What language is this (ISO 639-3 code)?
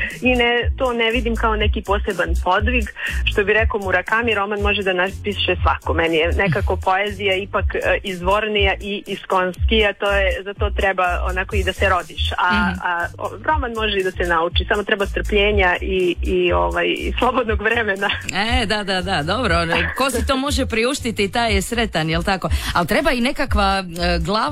hrv